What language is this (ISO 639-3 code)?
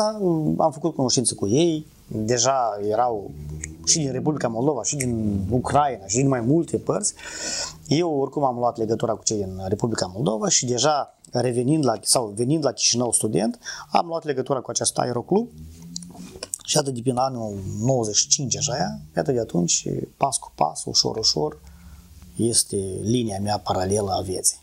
ron